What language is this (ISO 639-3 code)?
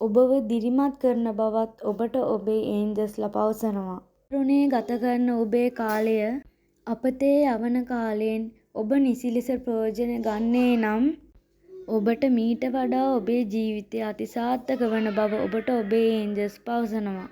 sin